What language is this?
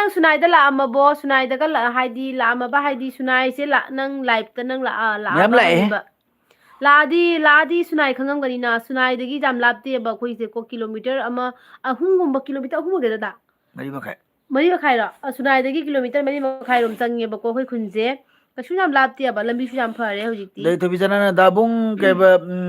Manipuri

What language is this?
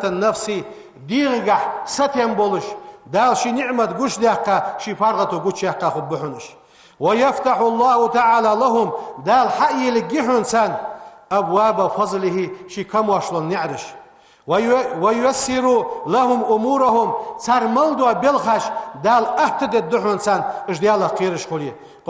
Ingush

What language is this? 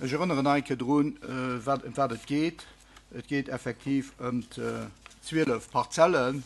Luxembourgish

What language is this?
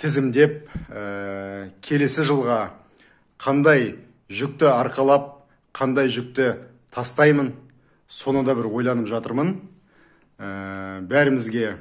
Kazakh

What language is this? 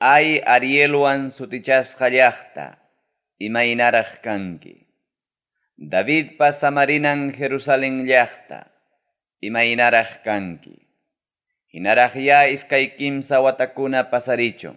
Ayacucho Quechua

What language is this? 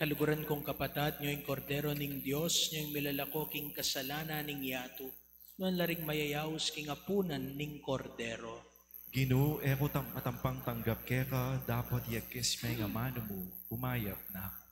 Pampanga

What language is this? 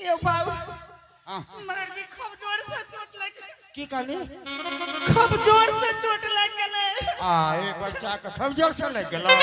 Angika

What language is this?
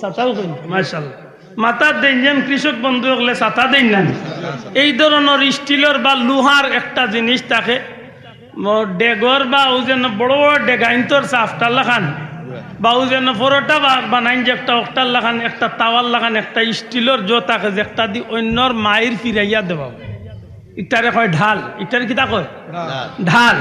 Sylheti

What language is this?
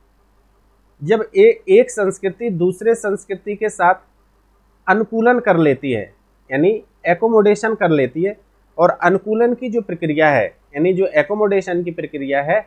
Hindi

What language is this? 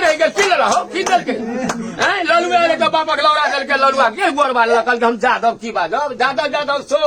Maithili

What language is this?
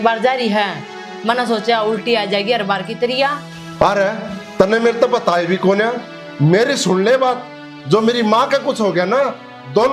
Haryanvi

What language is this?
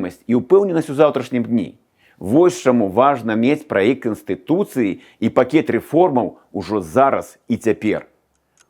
Belarusian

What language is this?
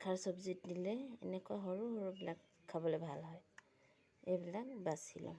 Assamese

